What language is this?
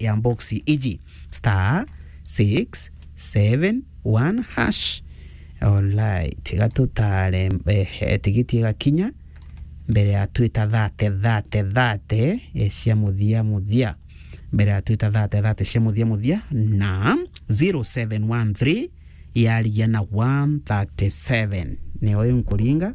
Meru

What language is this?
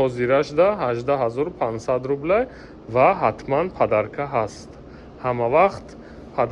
Tajik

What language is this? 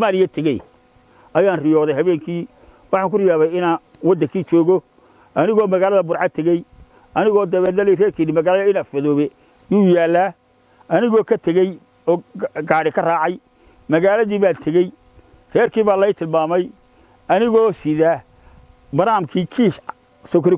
Somali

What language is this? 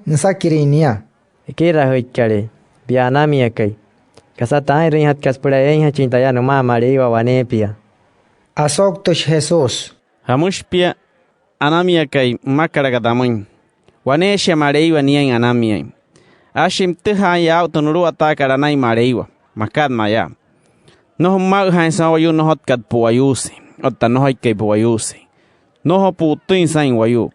Wayuu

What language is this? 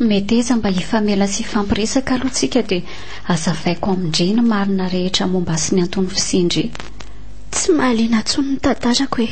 Malagasy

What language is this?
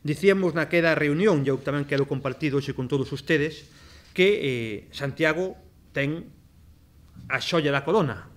Galician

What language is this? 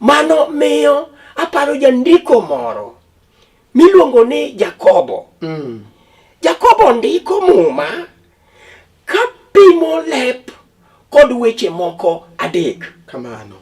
Luo (Kenya and Tanzania)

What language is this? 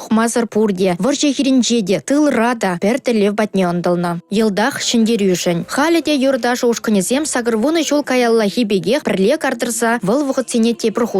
Chuvash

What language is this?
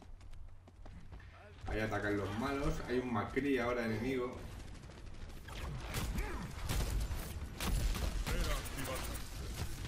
Spanish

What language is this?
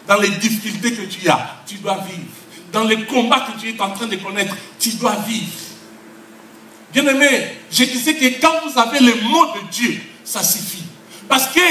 French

